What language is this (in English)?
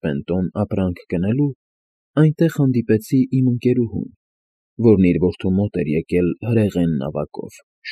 Armenian